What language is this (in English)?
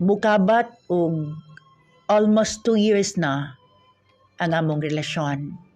Cebuano